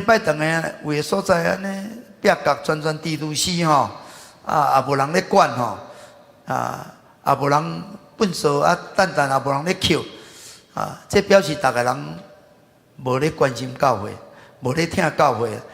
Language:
Min Nan Chinese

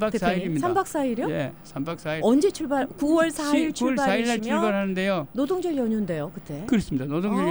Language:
Korean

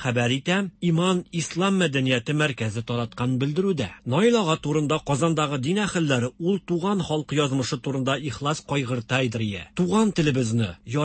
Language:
Tatar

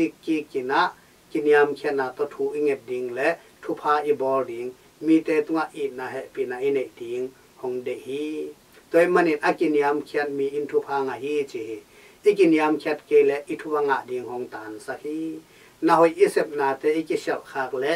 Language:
Tedim Chin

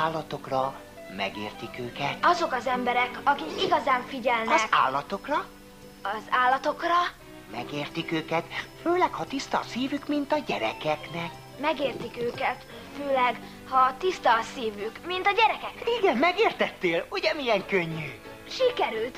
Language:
Hungarian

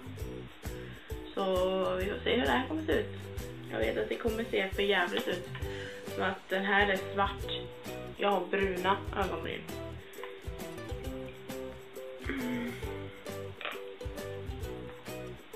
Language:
Swedish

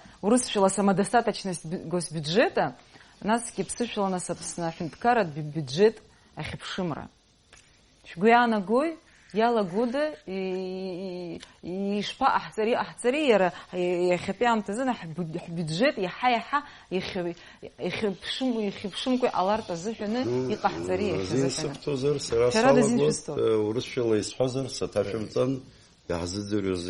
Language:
Abkhazian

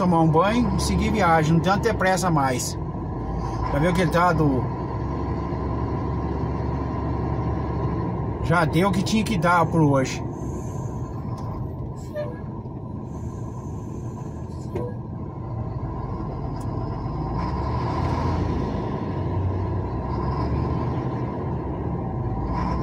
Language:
Portuguese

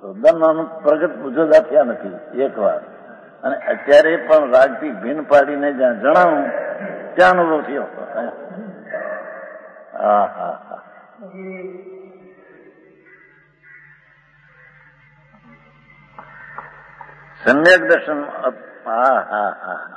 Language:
Gujarati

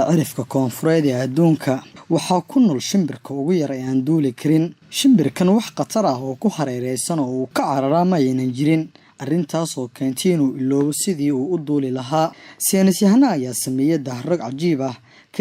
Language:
Somali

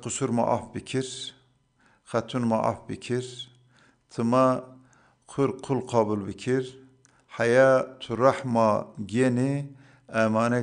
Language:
Zaza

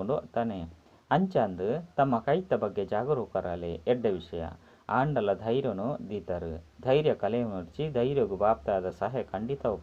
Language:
Tulu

